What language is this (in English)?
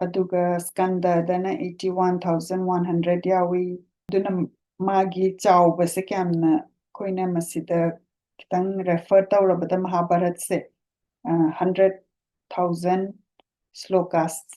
Manipuri